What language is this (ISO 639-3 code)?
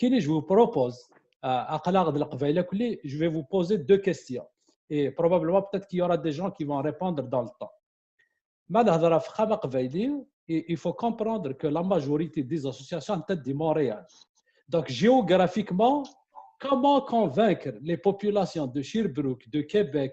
kab